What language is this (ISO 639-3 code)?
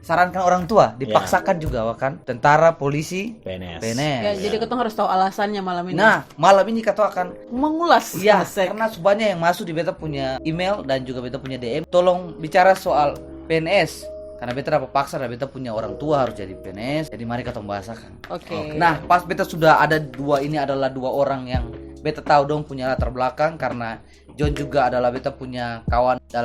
abs